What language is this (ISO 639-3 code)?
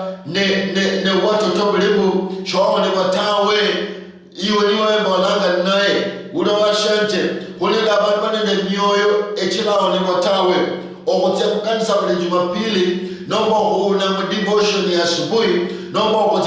luy